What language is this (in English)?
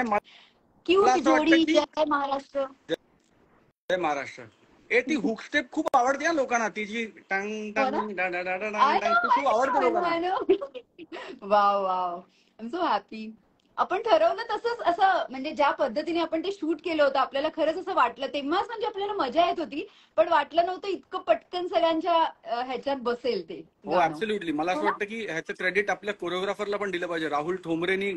Marathi